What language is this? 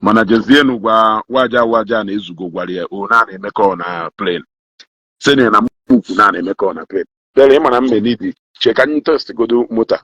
Igbo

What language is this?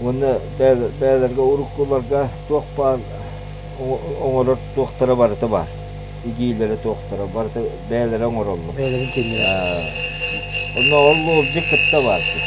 Yakut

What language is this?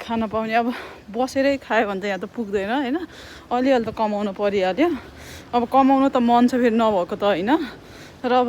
Nepali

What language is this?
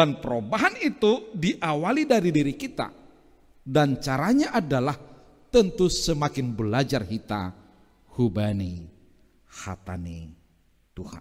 Batak Simalungun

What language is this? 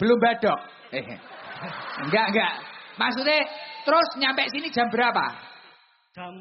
Javanese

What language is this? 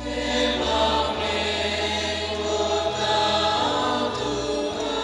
Konkani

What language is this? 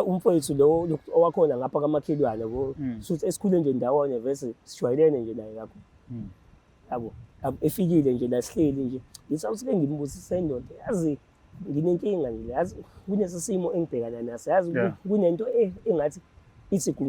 Zulu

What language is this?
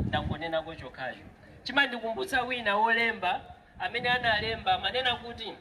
Nyanja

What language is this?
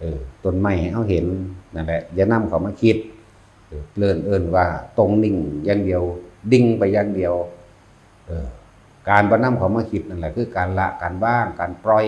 Lao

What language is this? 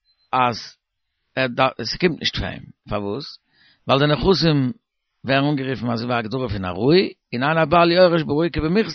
Yiddish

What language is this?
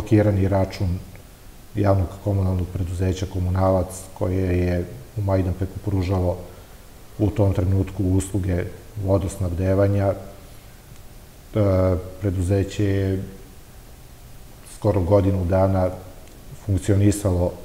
Serbian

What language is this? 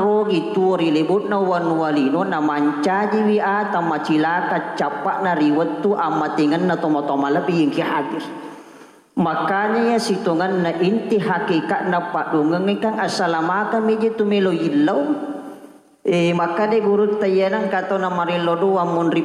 Buginese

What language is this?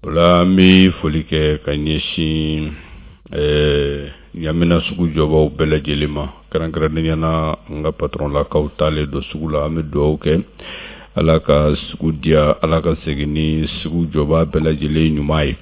Bambara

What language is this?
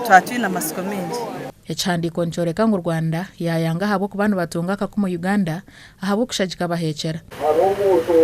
Nyankole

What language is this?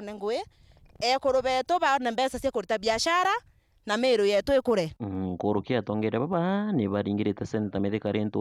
Meru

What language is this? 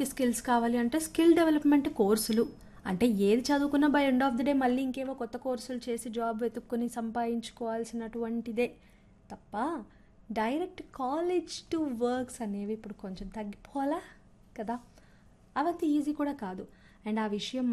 Telugu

